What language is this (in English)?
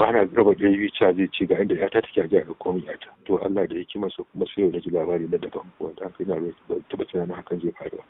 Hausa